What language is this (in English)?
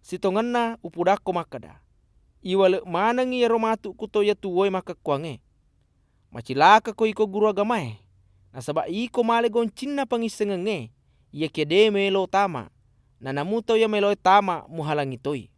Buginese